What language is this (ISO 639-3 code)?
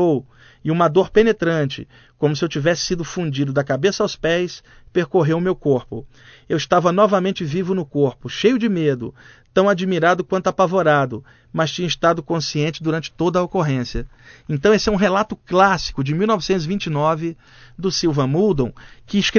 por